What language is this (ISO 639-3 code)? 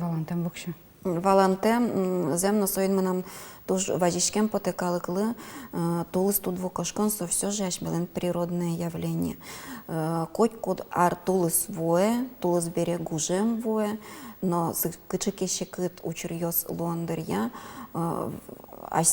udm